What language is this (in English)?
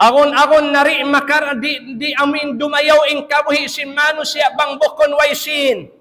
Tausug